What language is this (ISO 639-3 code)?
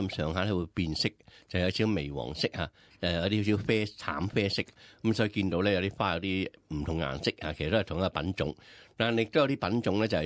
yue